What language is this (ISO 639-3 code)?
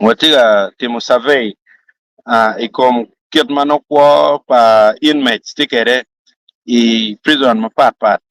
ach